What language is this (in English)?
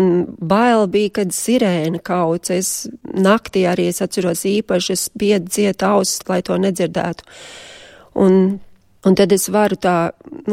Latvian